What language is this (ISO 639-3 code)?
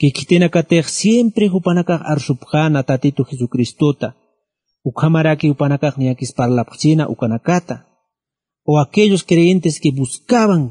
aym